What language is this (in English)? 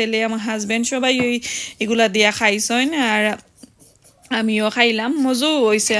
Sylheti